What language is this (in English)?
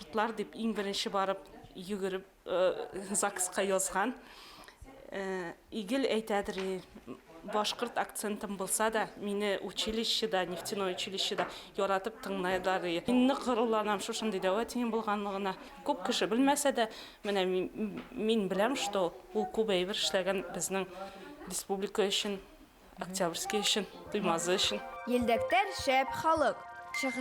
Bashkir